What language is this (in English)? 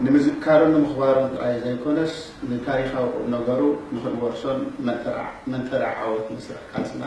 Tigrinya